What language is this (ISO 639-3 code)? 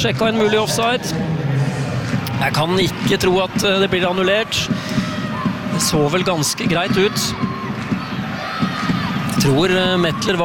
nor